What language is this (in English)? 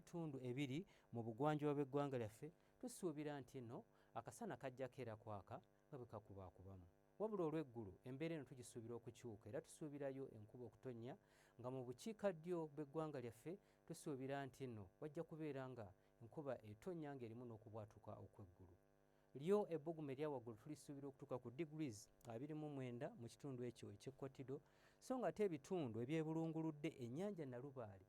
Ganda